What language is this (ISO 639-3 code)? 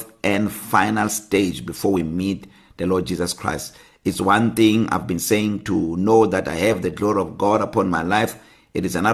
eng